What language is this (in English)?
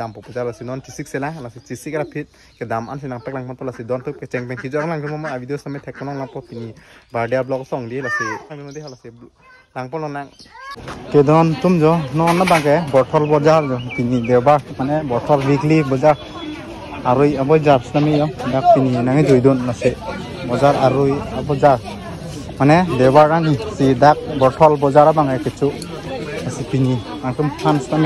Karbi